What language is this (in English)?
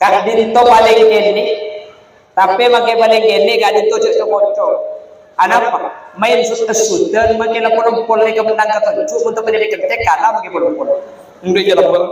Madurese